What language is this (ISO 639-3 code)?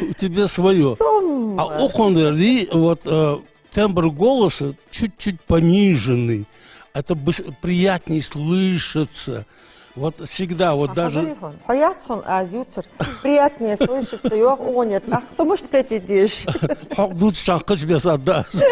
inh